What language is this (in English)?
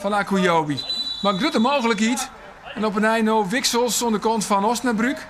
Western Frisian